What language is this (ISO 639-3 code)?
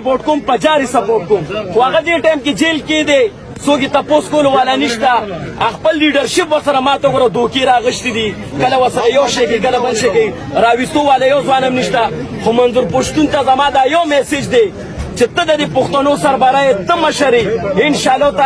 pus